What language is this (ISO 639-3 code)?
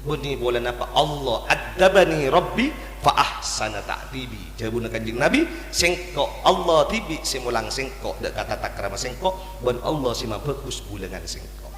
mad